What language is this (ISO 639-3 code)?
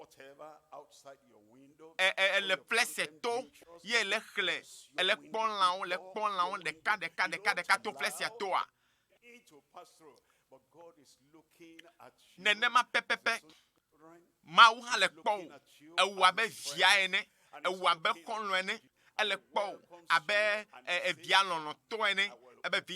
ewe